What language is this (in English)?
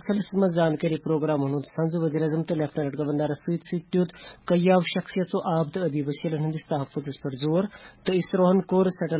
Kashmiri